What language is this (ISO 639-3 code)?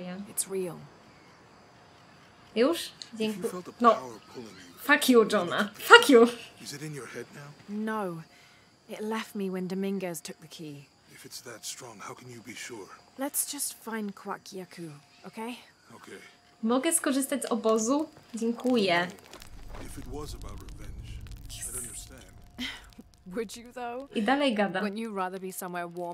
pol